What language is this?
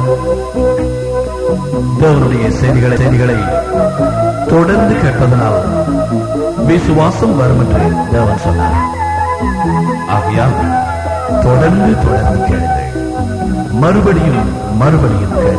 Tamil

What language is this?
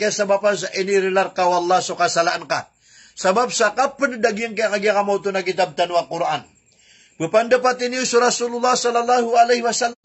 Maranao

